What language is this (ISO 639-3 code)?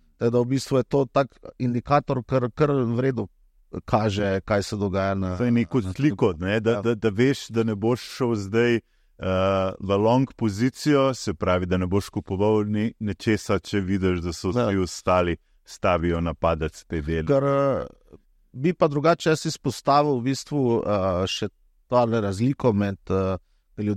slv